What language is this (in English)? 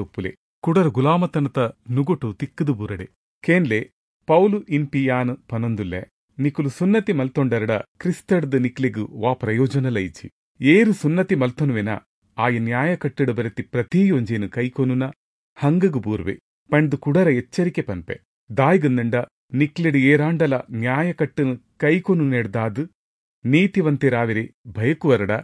Tulu